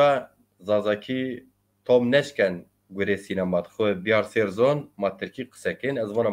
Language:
Zaza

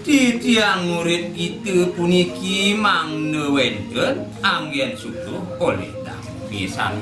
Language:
Balinese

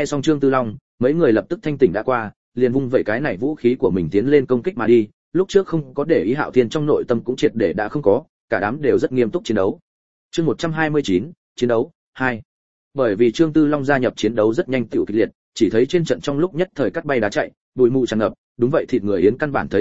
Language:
Vietnamese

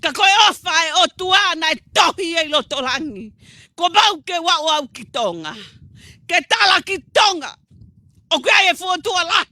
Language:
Tongan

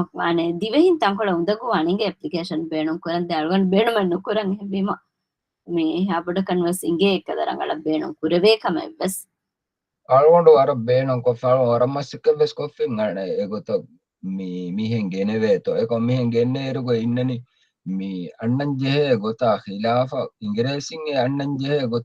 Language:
Divehi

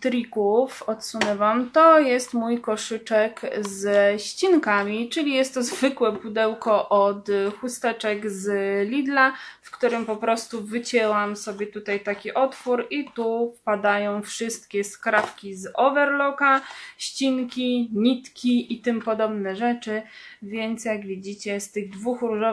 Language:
Polish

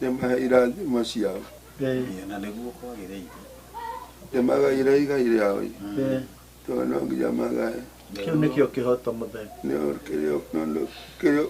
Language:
Kikuyu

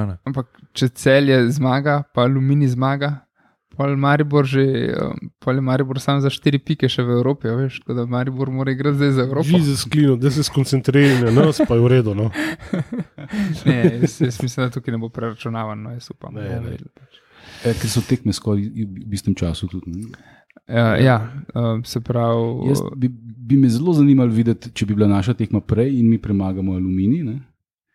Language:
Slovenian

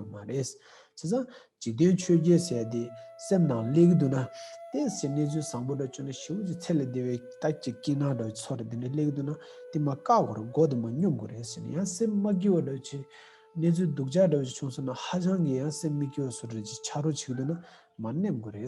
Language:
Tibetan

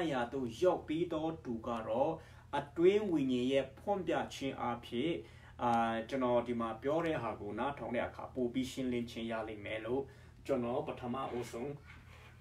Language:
Burmese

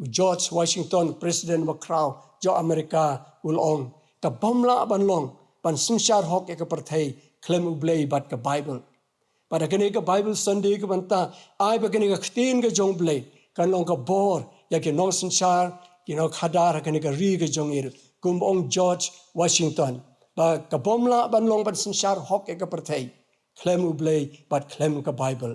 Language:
Khasi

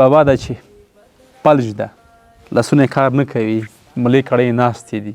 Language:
Pashto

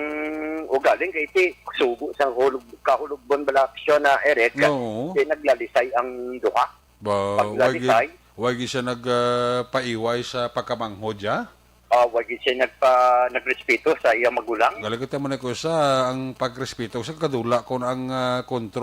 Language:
Hiligaynon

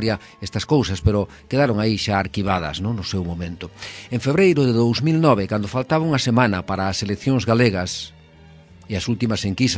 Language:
Galician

